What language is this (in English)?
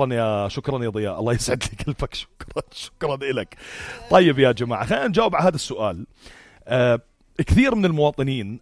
North Levantine Arabic